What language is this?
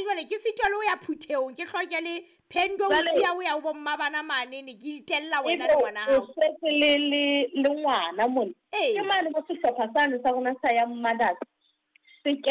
Southern Sotho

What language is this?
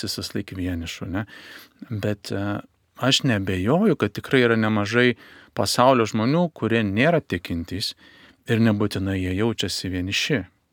Lithuanian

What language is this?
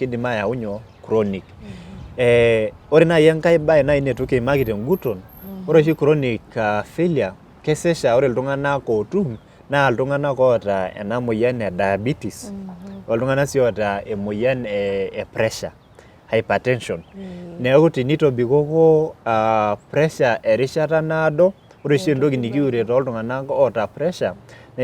Masai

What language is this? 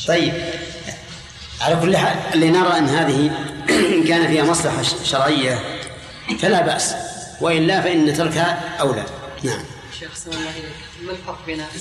Arabic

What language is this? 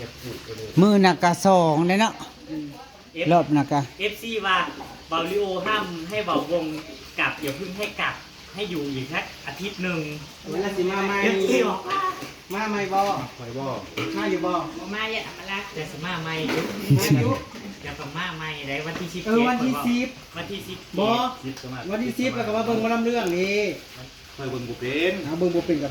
Northeastern Thai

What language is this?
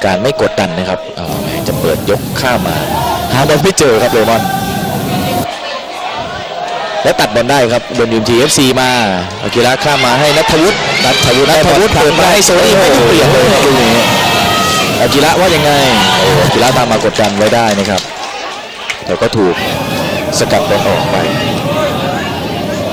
Thai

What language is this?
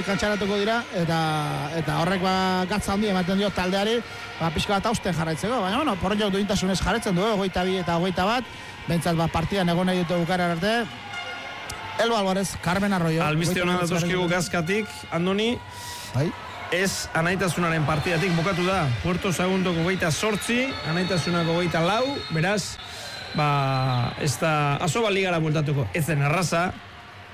Basque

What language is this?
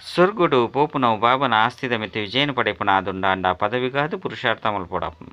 Tulu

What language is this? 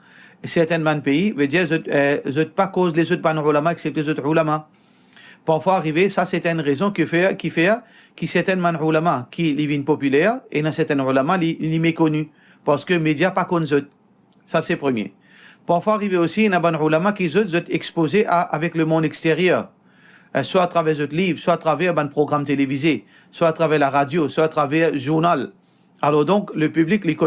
Morisyen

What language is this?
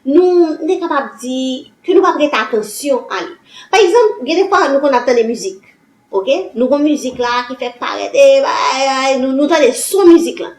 Haitian Creole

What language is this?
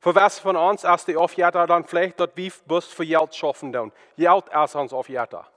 Plautdietsch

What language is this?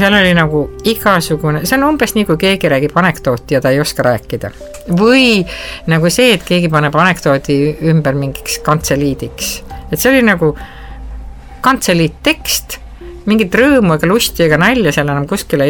Estonian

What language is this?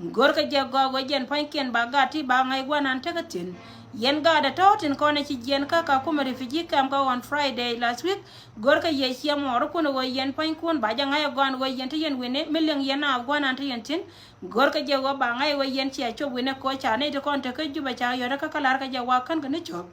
Nuer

